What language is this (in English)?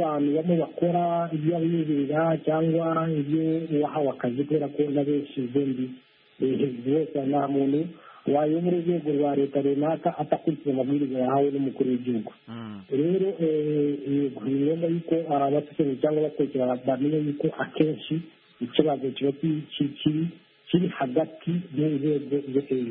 Kinyarwanda